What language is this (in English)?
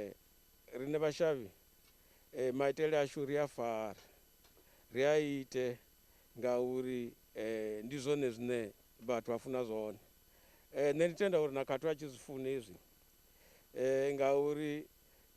Venda